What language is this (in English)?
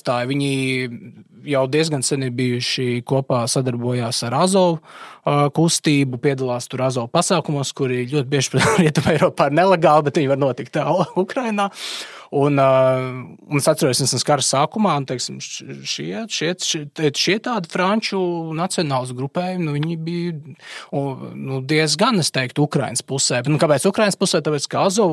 Latvian